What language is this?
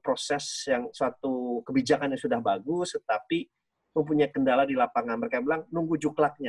Indonesian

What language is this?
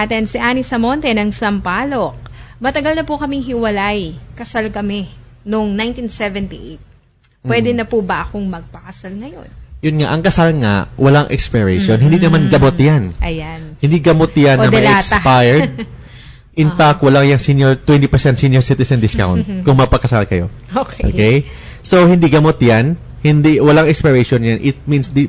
Filipino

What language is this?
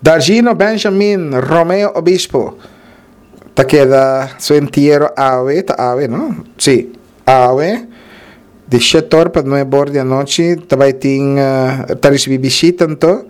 Papiamento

